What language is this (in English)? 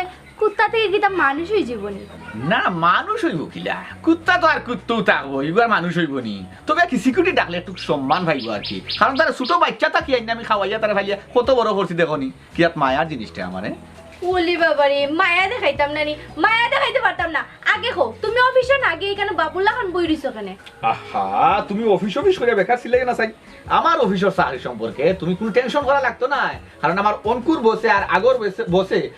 Sylheti